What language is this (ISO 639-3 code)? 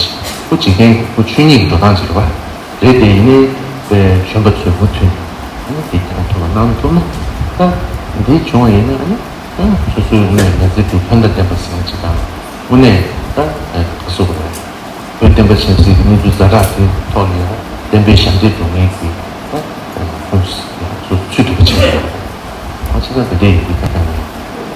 bod